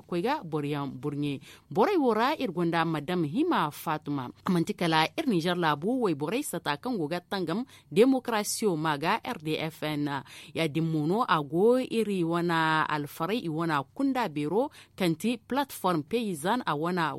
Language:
Zarma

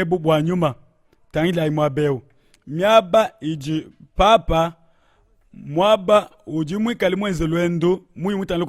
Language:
Luba-Lulua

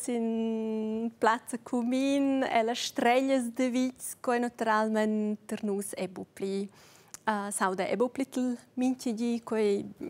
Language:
Romansh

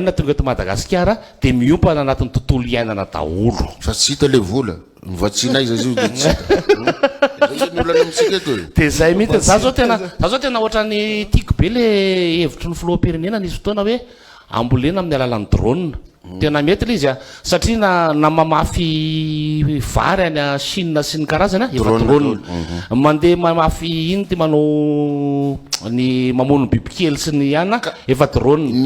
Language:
Malagasy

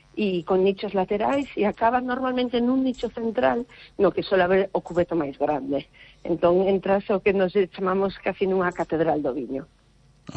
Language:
Galician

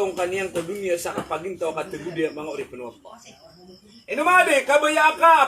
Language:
Maranao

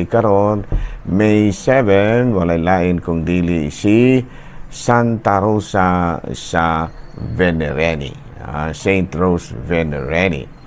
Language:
Cebuano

